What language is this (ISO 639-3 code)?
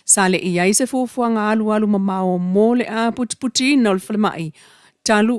smo